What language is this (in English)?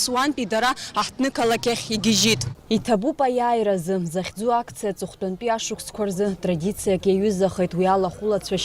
Abkhazian